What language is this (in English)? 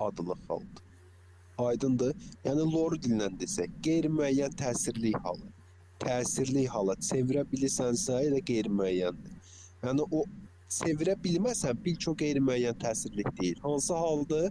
Azerbaijani